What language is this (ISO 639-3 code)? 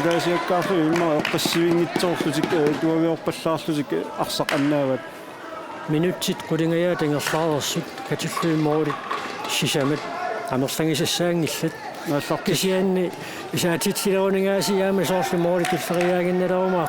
kal